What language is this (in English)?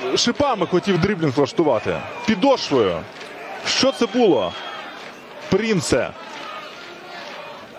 Ukrainian